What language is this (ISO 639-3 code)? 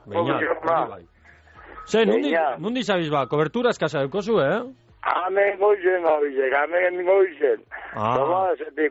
eus